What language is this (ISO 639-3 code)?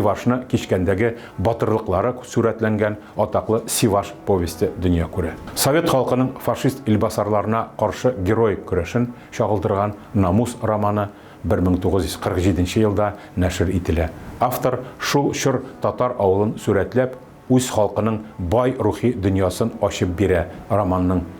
tat